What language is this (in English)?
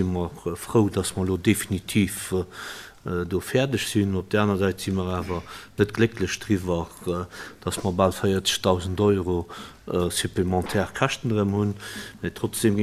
Luxembourgish